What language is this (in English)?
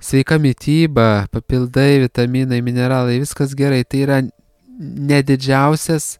Lithuanian